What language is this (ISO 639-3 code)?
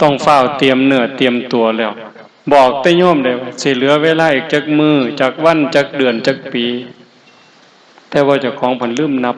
lao